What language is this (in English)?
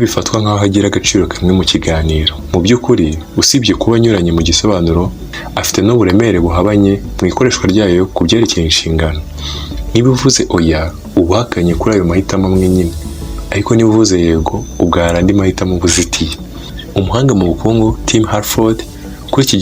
Kinyarwanda